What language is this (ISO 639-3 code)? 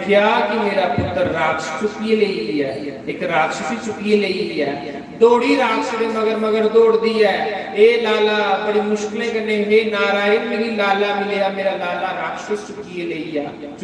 doi